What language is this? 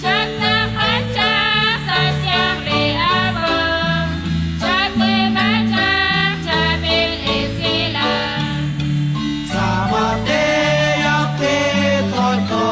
Kekchí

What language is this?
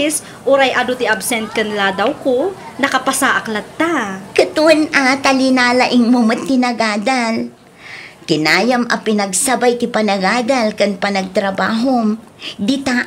Iloko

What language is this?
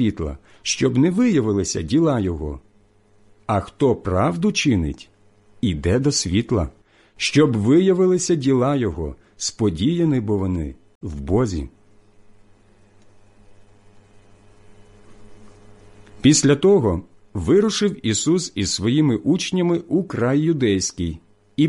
Ukrainian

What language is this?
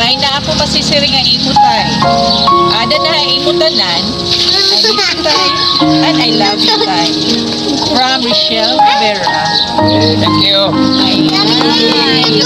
Waray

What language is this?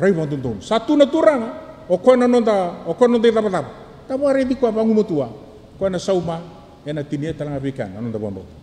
Fijian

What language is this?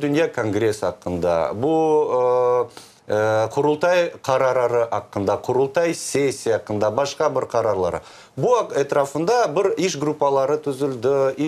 Crimean Tatar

